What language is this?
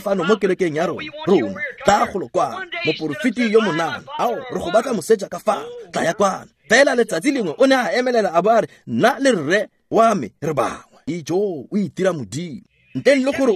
Tswana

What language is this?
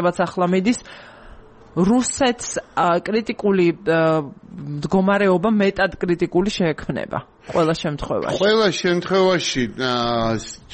Georgian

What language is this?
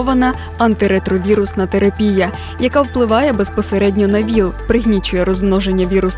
Ukrainian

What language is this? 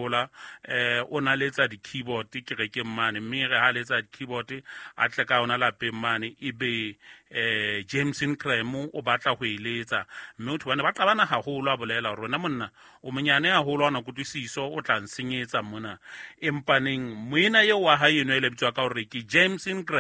Southern Sotho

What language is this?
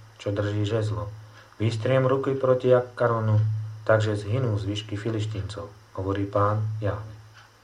Slovak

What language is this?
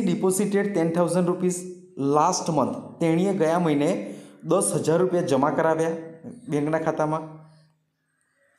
Gujarati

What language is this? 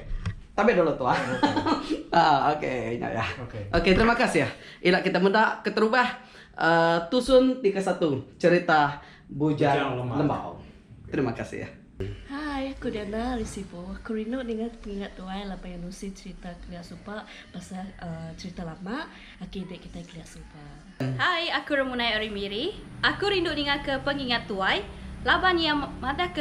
Iban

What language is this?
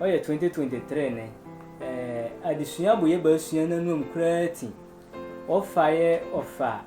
Sehwi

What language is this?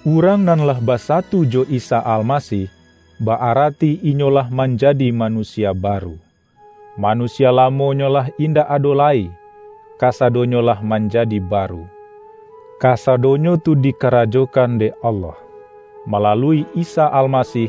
Minangkabau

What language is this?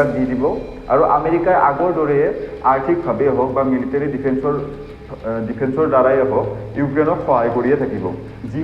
Assamese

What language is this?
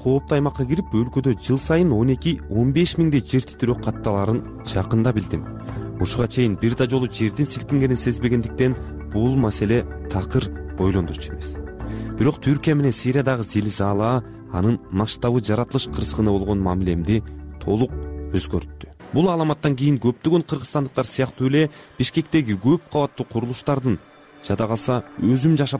Kyrgyz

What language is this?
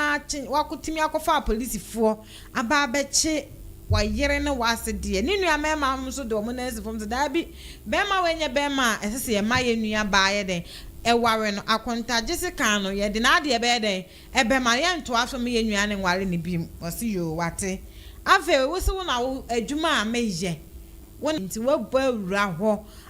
Akan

